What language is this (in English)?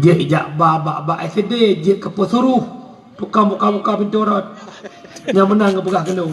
Achinese